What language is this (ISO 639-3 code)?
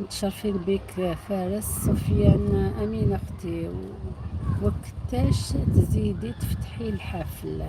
arq